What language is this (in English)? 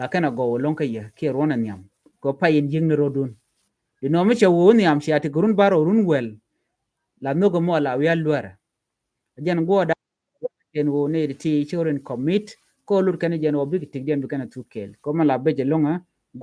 Nuer